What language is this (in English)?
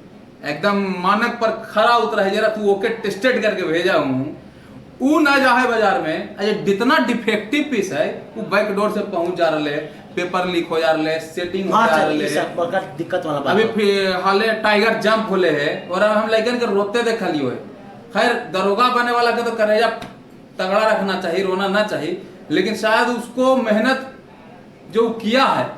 Magahi